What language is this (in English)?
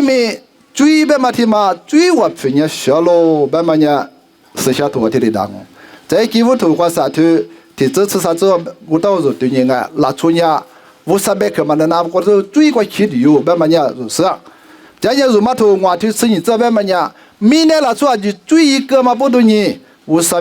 Lisu